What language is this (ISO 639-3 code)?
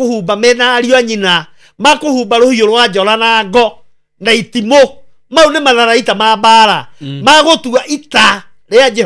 kik